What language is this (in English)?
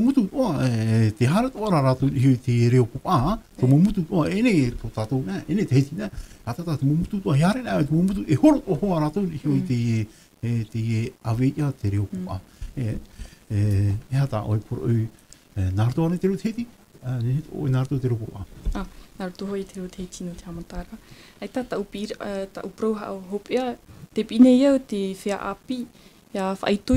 Tahitian